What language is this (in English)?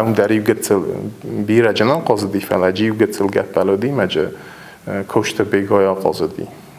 Ossetic